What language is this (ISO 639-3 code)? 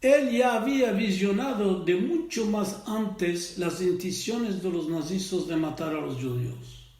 lad